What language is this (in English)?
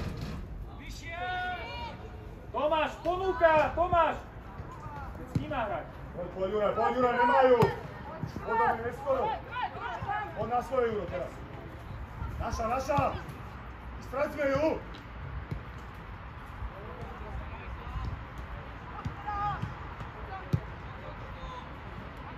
Slovak